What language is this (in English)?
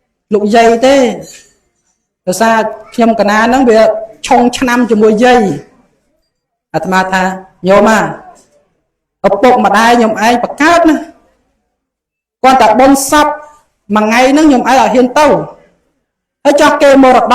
Khmer